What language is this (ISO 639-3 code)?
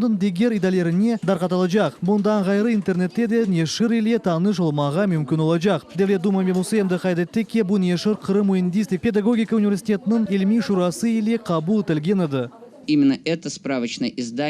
crh